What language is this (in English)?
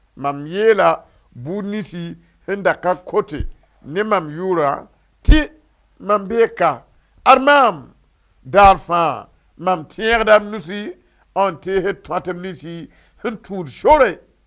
Mossi